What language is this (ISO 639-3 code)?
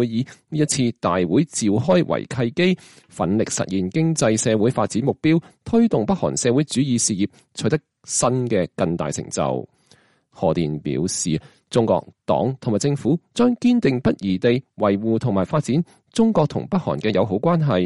yue